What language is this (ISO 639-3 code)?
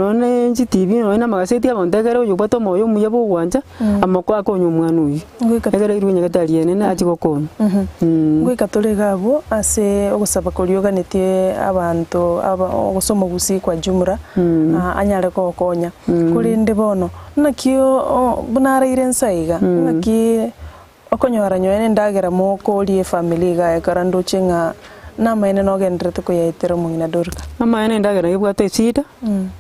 guz